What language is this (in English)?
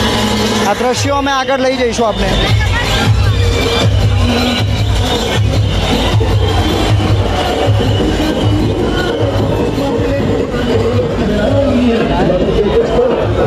Gujarati